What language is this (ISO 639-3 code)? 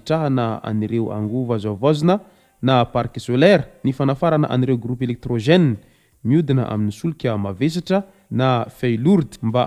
mlg